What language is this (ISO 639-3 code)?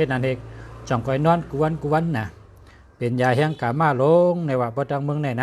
shn